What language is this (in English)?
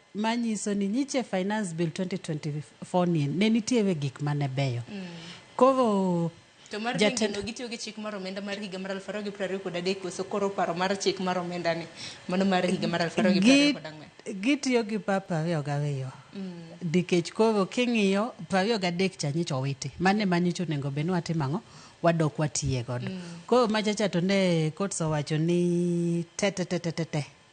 Luo (Kenya and Tanzania)